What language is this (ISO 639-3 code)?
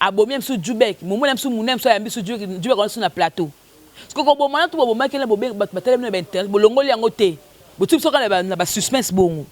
lin